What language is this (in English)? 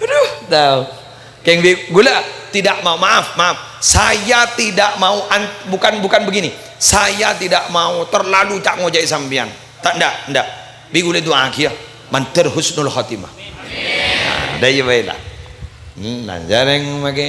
Madurese